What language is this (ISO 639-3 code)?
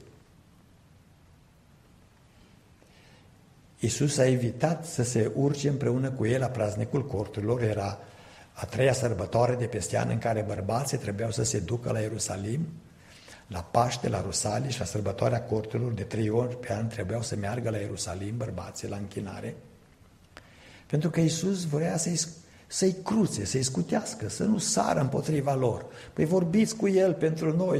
ron